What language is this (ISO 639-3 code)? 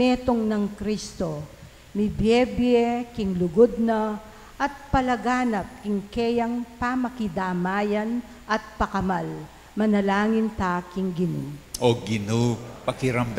pam